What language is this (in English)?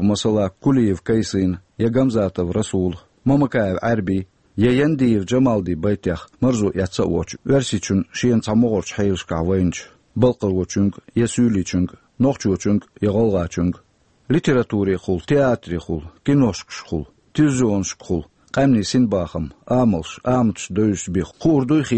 Chechen